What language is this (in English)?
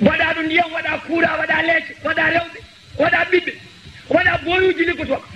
Fula